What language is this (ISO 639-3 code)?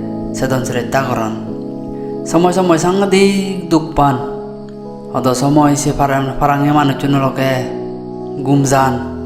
ccp